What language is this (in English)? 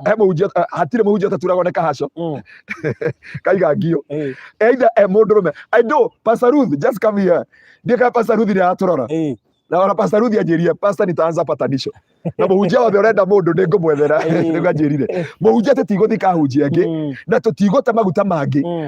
Kikuyu